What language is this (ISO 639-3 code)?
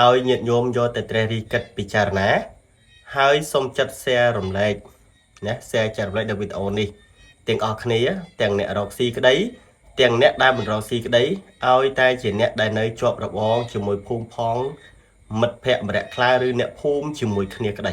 khm